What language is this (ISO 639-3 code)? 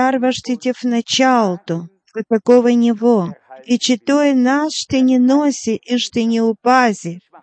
bul